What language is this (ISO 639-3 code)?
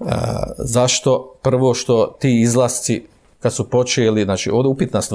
bos